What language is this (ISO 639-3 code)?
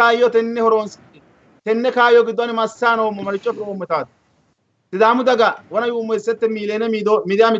sid